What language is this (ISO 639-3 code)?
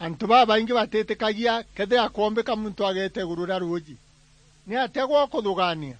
mer